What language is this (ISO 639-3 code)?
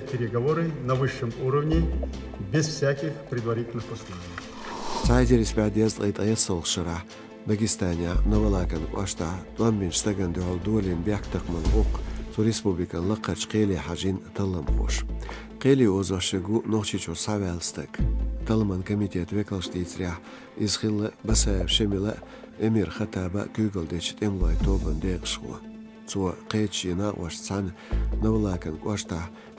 che